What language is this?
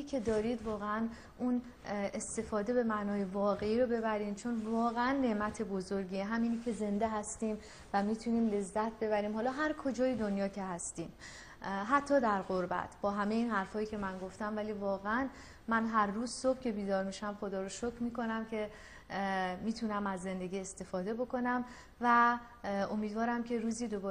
Persian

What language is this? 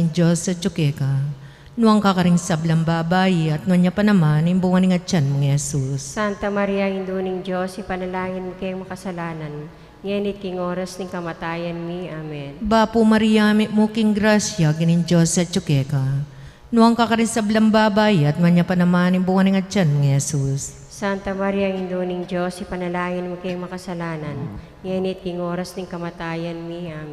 Pampanga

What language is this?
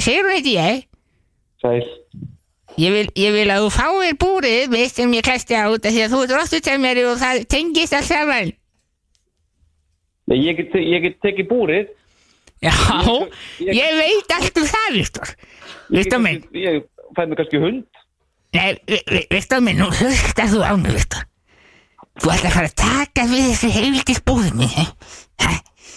Icelandic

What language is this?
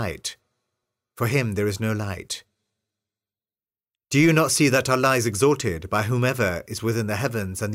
English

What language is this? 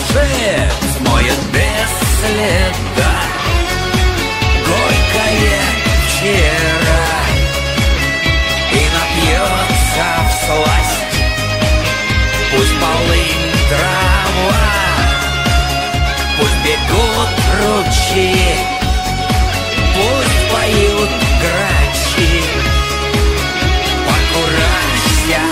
Russian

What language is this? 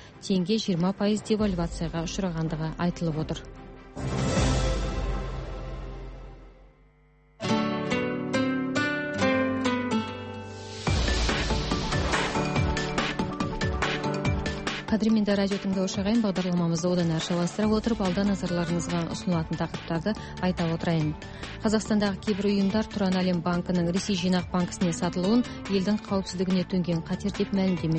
Kazakh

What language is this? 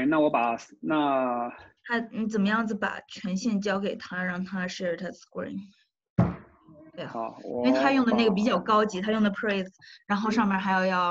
Chinese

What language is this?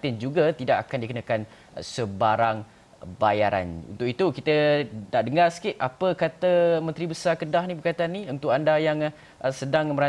Malay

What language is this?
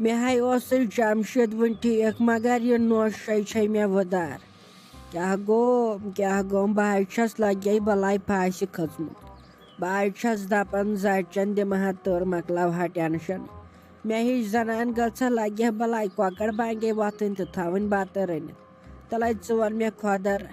Kashmiri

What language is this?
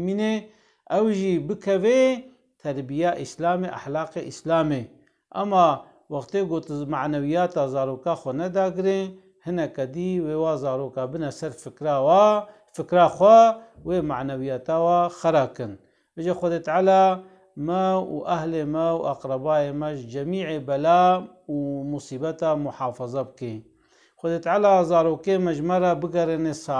Kurdish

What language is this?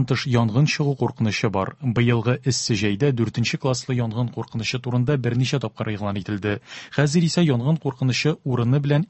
Tatar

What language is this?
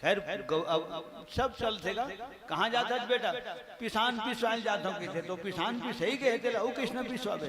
Chhattisgarhi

